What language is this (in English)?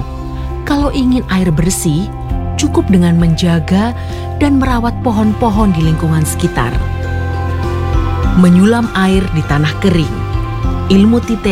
Indonesian